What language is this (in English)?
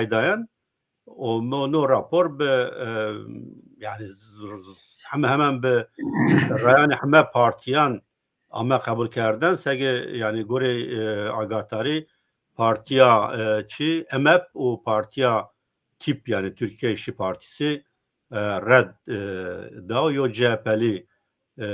Zaza